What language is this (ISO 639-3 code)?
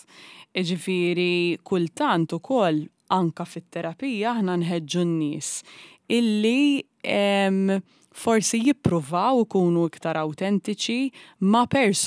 mlt